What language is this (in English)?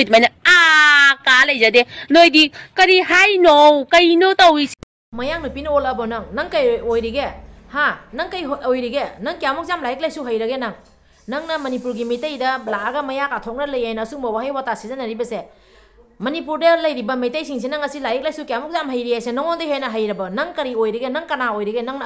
Manipuri